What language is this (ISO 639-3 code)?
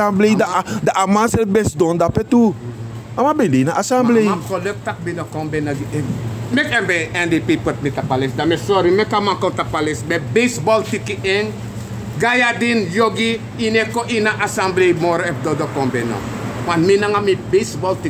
srn